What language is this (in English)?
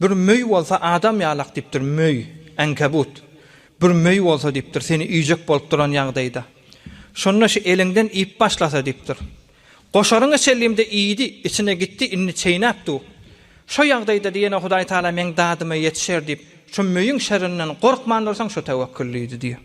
Turkmen